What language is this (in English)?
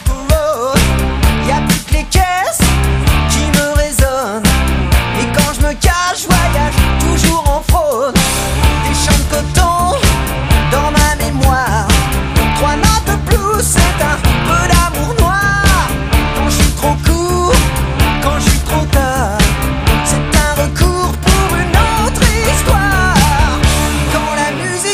French